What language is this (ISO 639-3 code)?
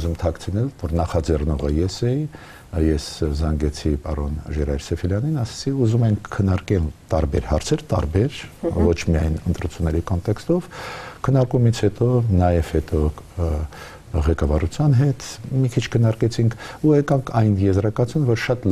hye